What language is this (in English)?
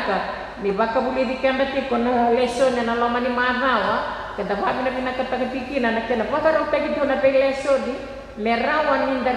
Fijian